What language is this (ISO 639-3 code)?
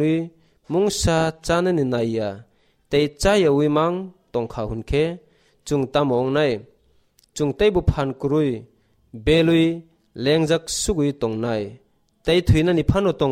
trp